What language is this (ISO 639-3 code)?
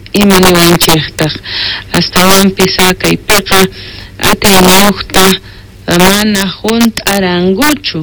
que